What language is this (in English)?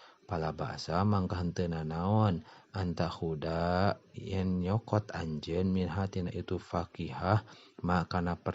Sundanese